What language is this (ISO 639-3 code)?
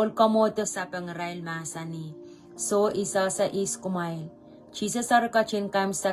pon